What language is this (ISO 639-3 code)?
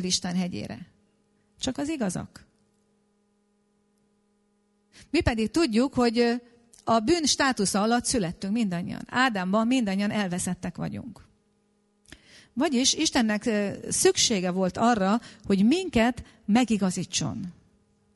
hun